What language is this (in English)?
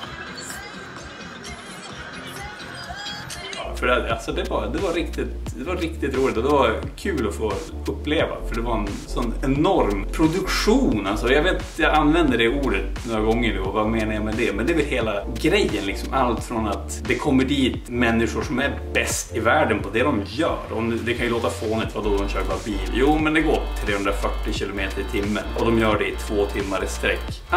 Swedish